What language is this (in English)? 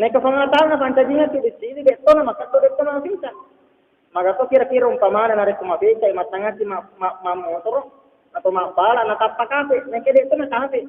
Buginese